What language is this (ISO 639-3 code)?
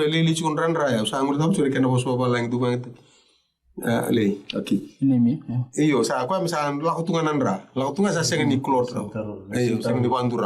fij